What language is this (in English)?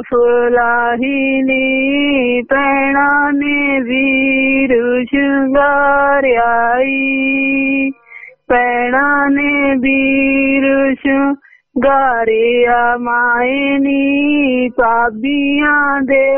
Punjabi